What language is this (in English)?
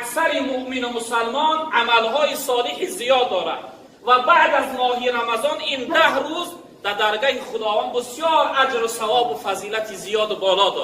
Tajik